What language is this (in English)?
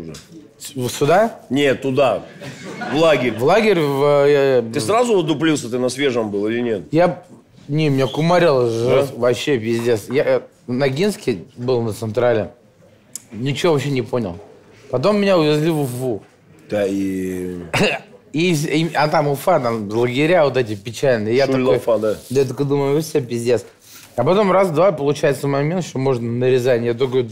Russian